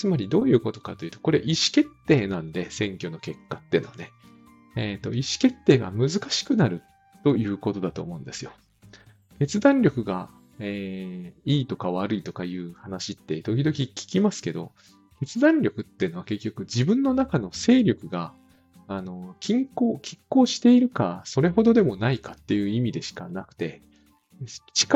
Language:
Japanese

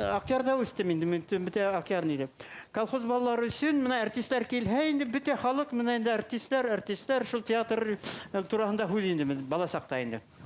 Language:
Bashkir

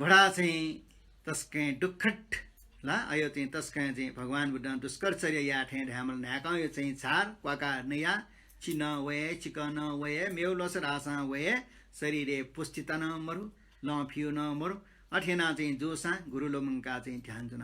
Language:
Newari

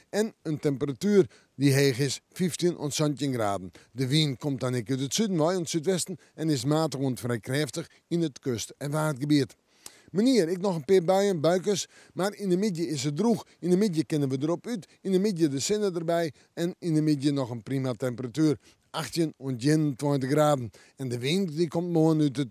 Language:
Western Frisian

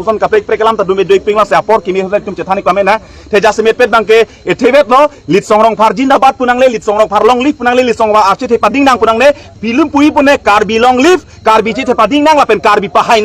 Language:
Karbi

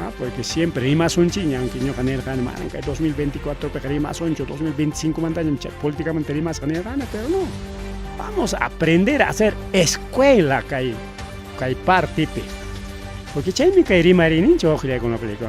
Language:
Ayacucho Quechua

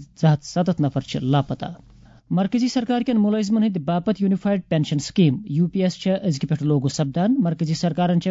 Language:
Kashmiri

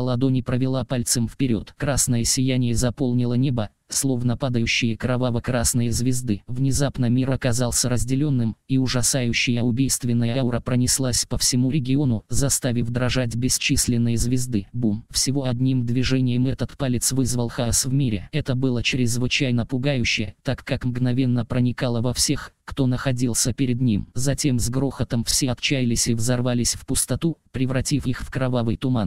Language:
Russian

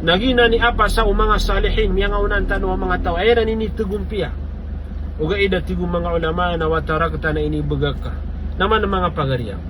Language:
Maranao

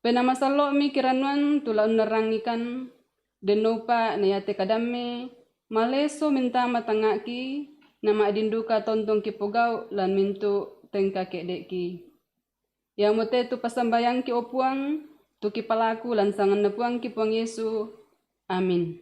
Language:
Toraja-Sa'dan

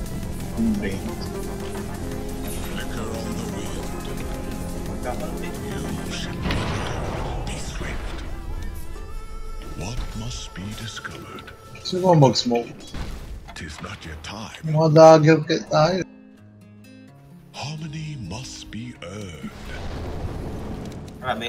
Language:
Filipino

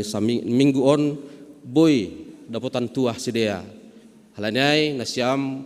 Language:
Batak Simalungun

